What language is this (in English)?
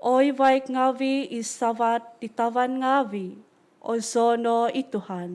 Central Dusun